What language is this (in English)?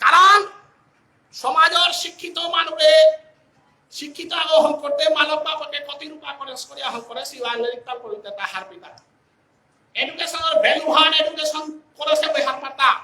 Bishnupriya